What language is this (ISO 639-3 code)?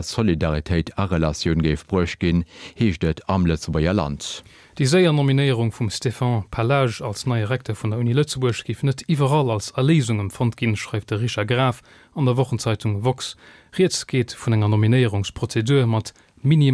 ltz